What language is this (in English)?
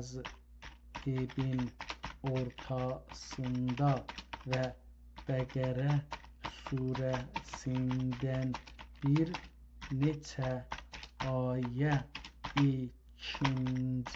South Azerbaijani